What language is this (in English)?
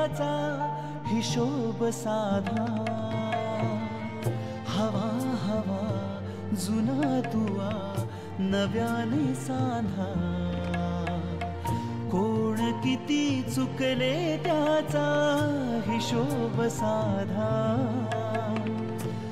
Marathi